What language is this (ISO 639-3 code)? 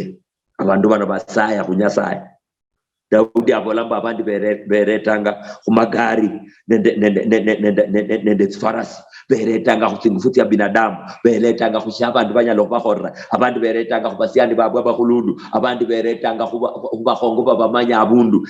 luy